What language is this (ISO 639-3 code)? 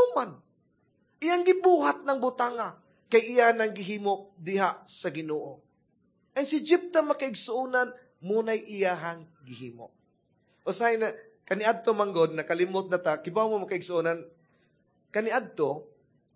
ceb